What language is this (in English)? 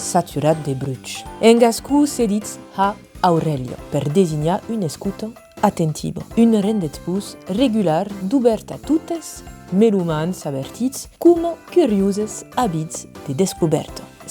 Occitan